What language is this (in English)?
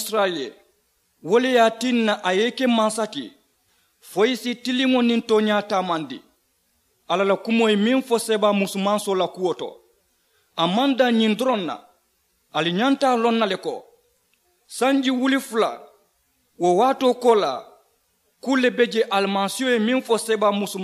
Mandingo